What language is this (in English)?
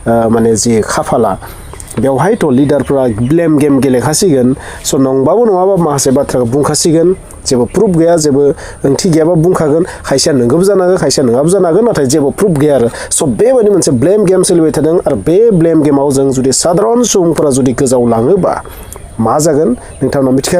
Bodo